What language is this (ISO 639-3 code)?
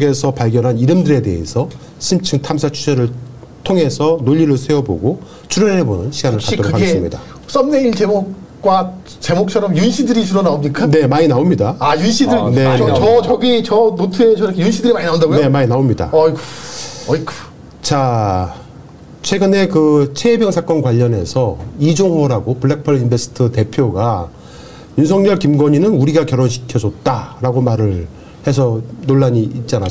kor